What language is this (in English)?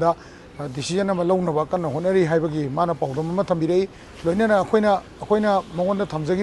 Manipuri